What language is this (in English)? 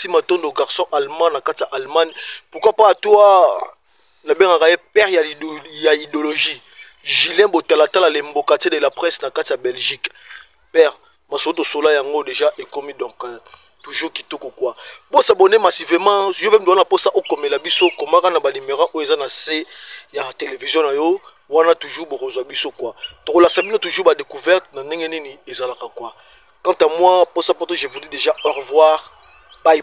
Lingala